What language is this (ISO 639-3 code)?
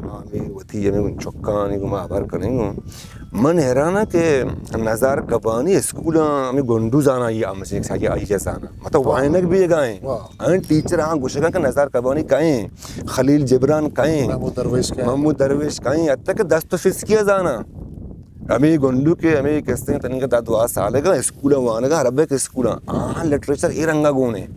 bgp